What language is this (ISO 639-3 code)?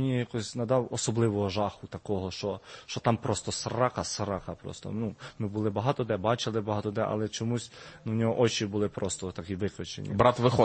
ukr